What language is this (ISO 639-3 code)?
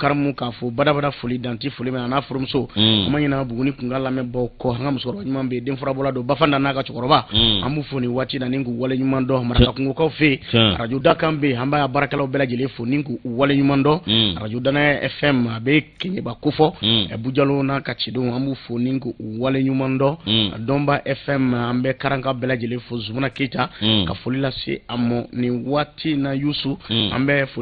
bam